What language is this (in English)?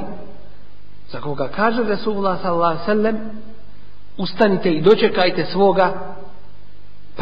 Bosnian